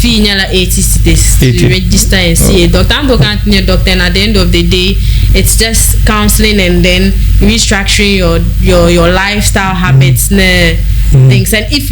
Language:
Dagbani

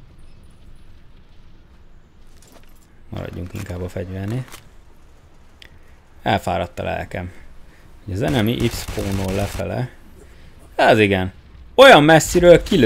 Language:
Hungarian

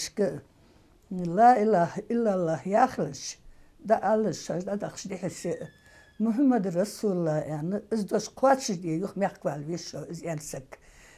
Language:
Ingush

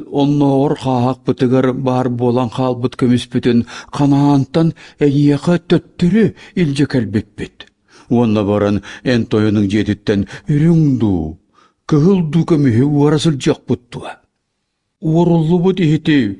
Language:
Yakut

